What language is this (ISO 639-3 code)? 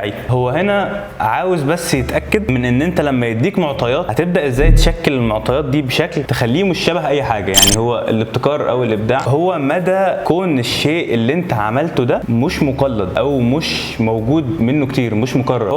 arz